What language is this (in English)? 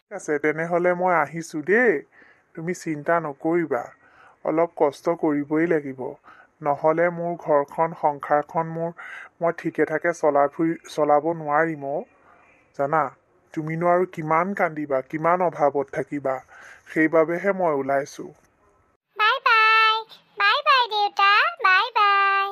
Assamese